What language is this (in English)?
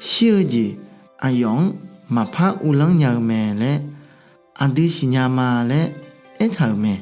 Akha